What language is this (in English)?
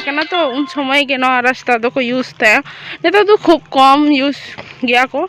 Santali